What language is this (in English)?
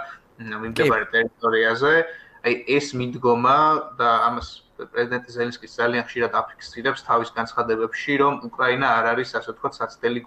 Georgian